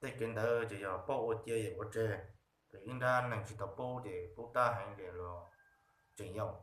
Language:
Hmong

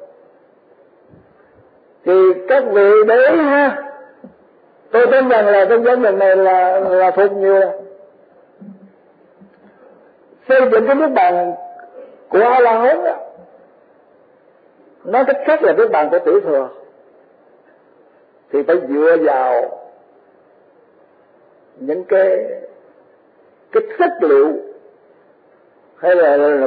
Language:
Vietnamese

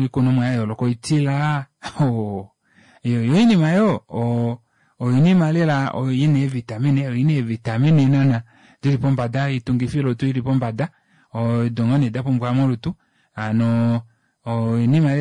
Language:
Kuanyama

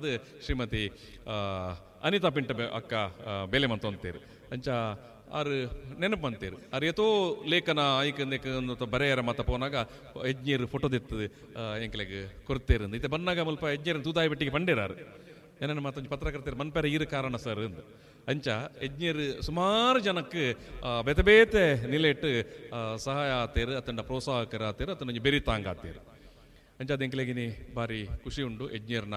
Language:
Tulu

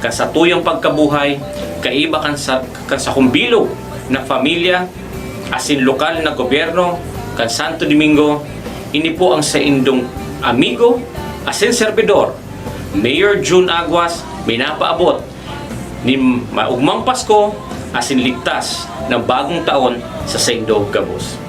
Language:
Bikol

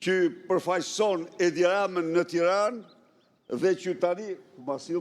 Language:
Albanian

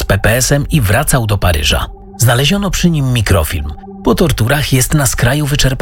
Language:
Polish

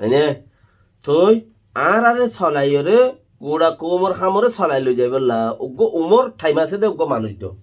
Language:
Rohingya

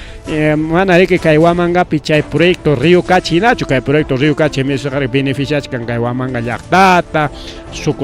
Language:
Ayacucho Quechua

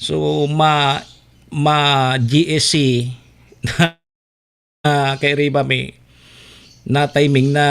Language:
Bikol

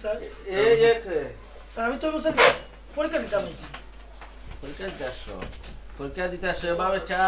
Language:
Sylheti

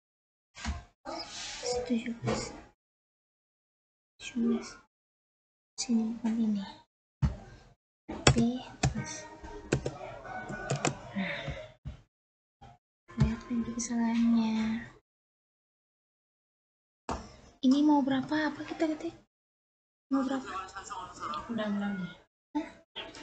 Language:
Indonesian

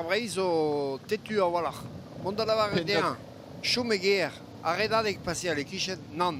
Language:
Breton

